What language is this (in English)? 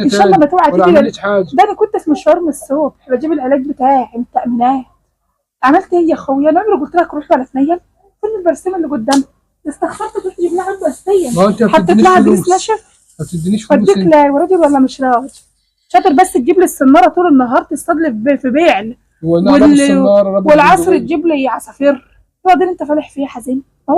Egyptian Arabic